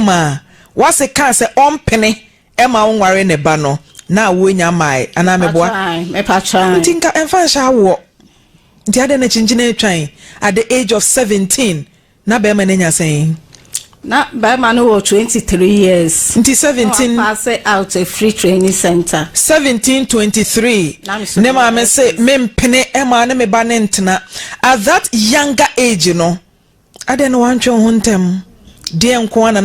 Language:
Akan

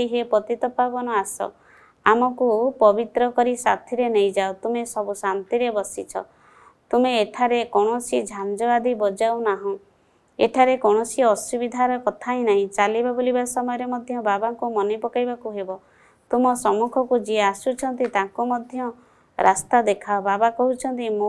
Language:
Odia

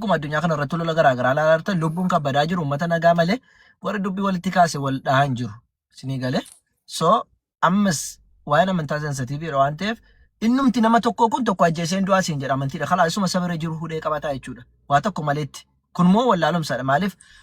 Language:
Oromo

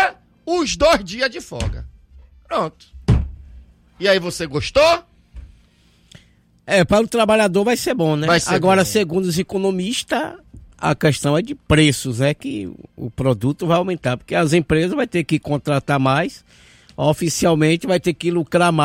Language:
Portuguese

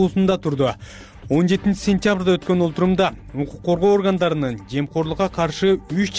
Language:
Kyrgyz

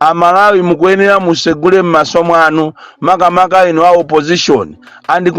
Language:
Nyanja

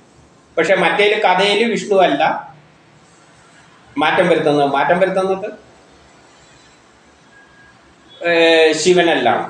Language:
Malayalam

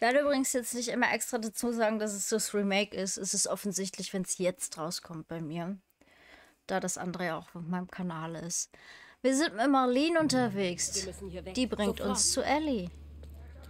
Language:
German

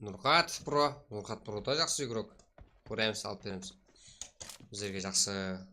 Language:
Kara-Kalpak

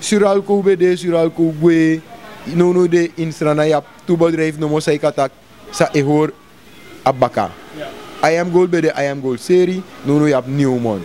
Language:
Sranan Tongo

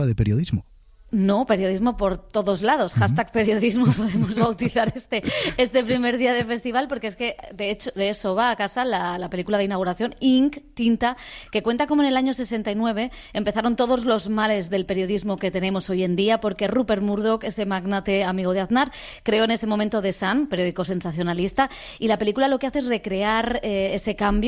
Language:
Spanish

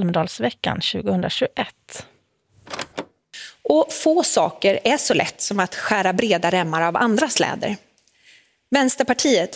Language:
Swedish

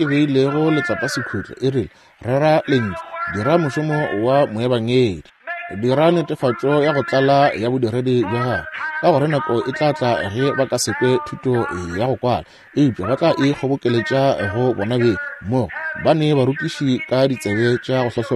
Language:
Northern Sotho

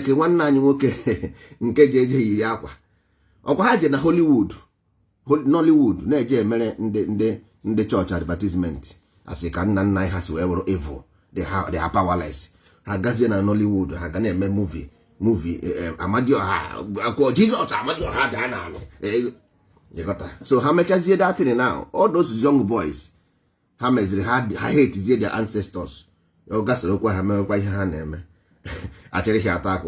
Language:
Igbo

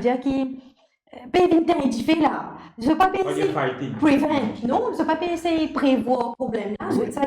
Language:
Morisyen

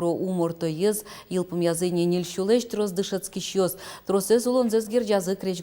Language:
Udmurt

